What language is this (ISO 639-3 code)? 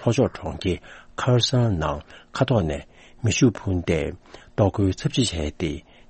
bod